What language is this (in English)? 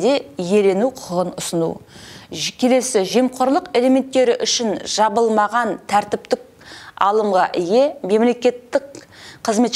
Kazakh